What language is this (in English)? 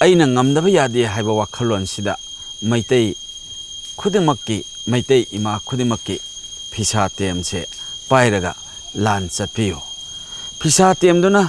Manipuri